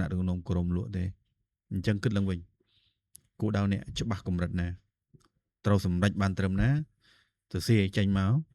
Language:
Khmer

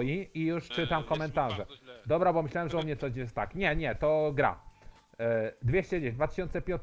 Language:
Polish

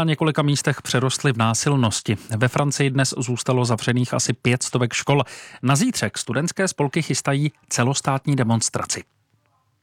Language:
Czech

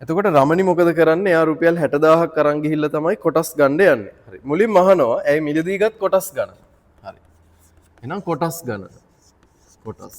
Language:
Sinhala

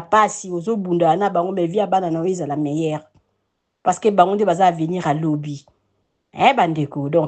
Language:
Lingala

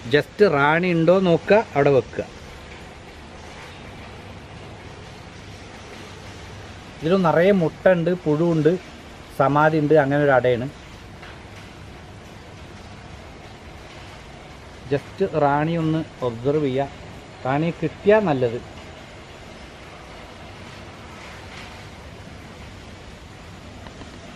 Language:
Malayalam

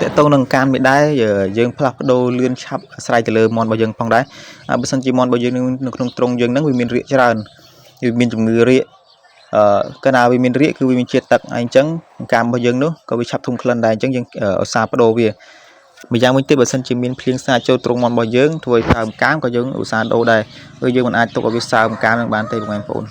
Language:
Khmer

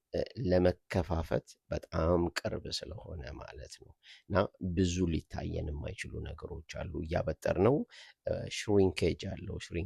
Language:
Amharic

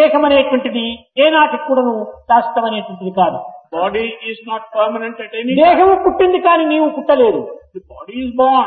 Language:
Telugu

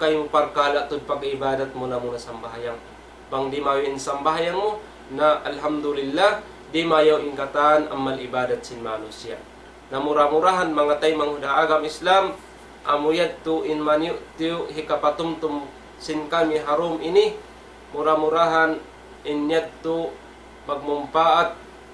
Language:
Tausug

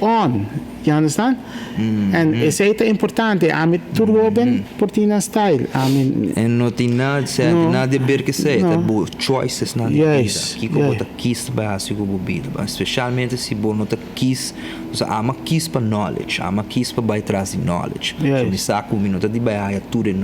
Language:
Papiamento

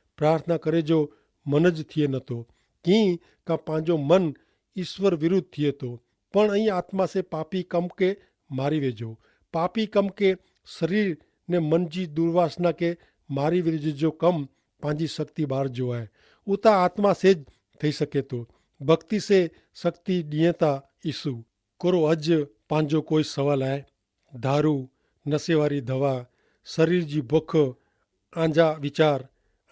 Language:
Kachhi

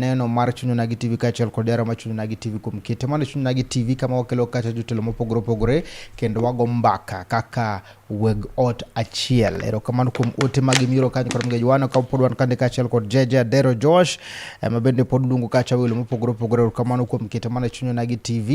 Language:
Luo (Kenya and Tanzania)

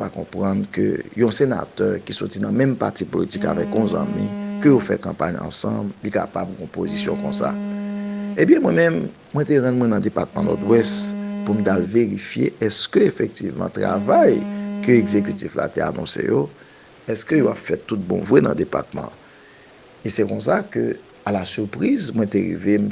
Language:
Haitian Creole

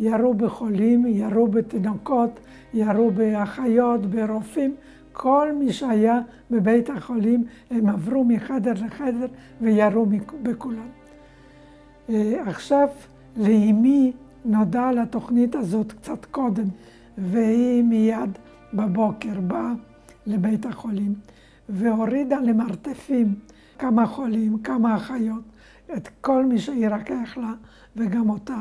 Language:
Hebrew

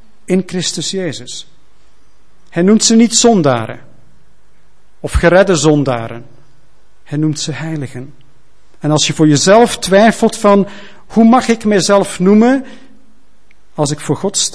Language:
Dutch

